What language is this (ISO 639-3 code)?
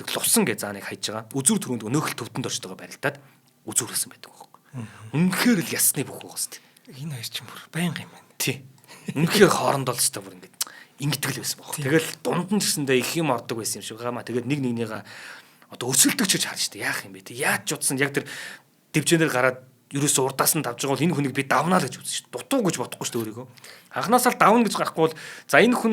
mon